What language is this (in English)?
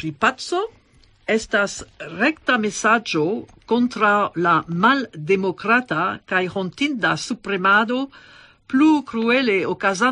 Esperanto